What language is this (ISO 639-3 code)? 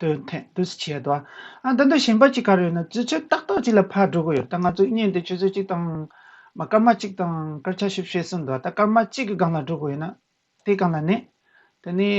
bod